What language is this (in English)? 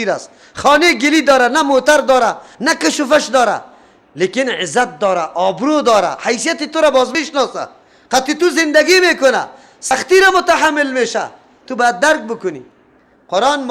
Persian